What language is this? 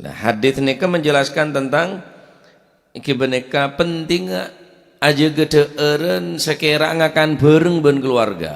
Madurese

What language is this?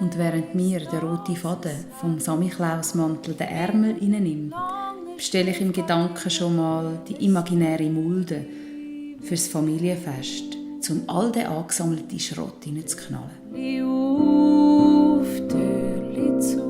Swiss German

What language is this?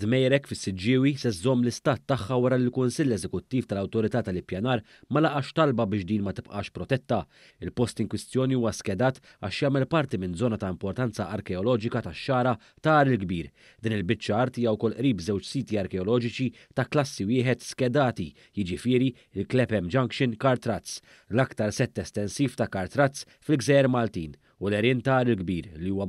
Maltese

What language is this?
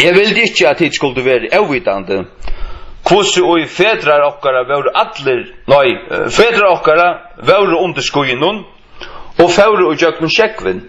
Faroese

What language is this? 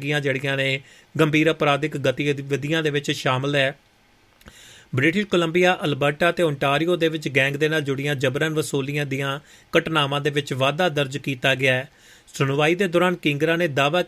Punjabi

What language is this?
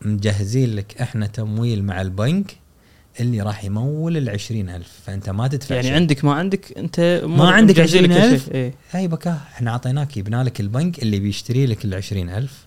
Gulf Arabic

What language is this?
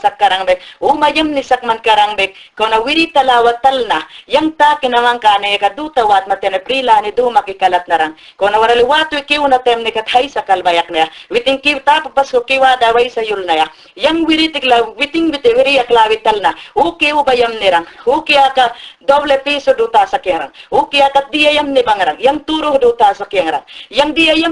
Mayangna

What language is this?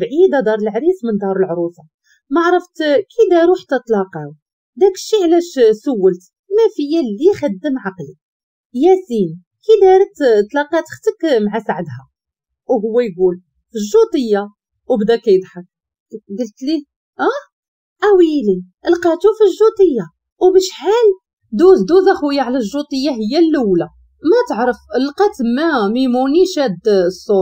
Moroccan Arabic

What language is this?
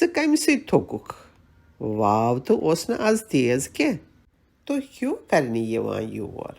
Kashmiri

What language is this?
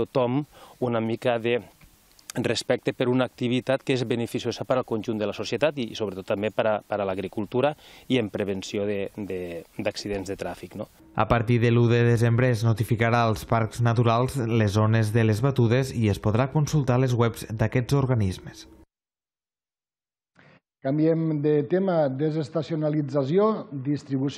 Catalan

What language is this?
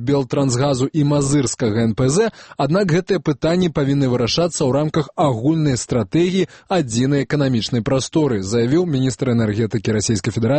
Belarusian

